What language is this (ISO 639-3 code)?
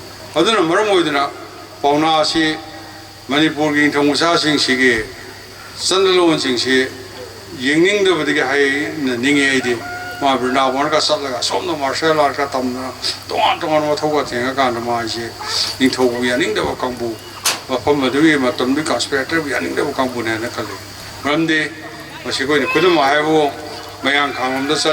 mni